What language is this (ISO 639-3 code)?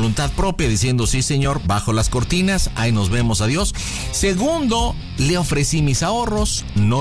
spa